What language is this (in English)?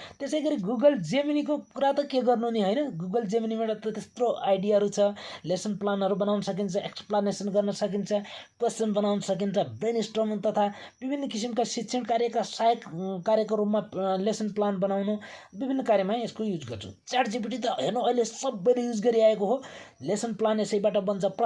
Nepali